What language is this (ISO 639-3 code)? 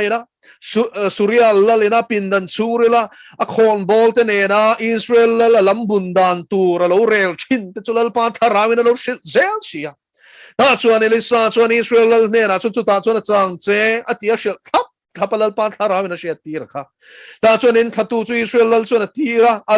lus